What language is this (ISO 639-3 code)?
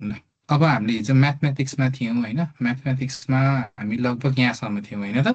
nep